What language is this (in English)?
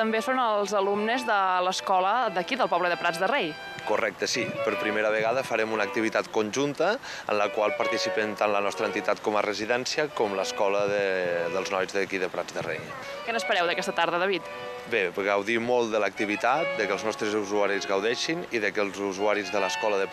Catalan